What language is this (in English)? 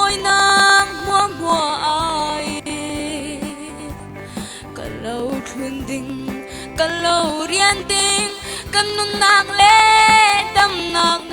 Falam Chin